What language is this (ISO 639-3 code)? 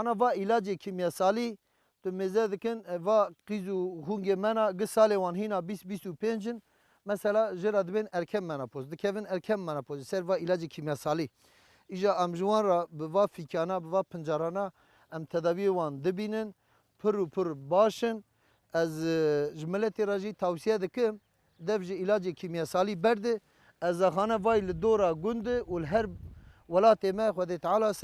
kur